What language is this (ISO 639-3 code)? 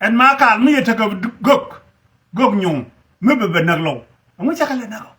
nus